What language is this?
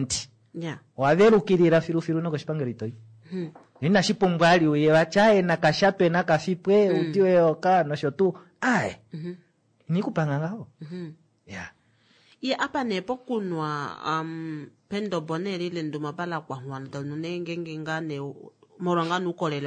Kuanyama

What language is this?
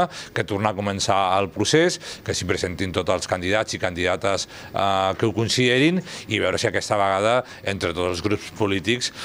Catalan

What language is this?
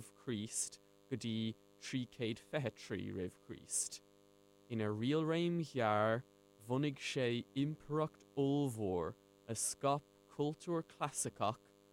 Irish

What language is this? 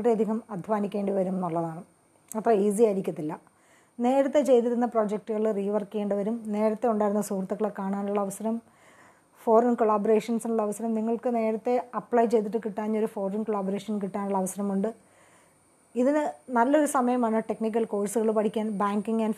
Malayalam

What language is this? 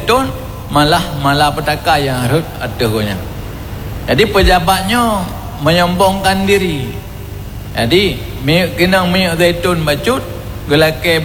Achinese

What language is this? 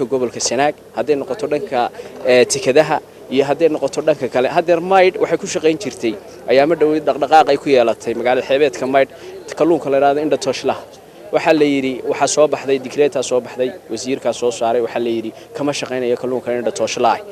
Somali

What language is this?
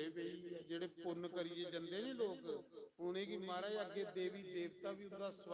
Dogri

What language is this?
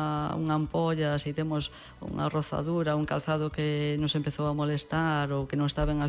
Galician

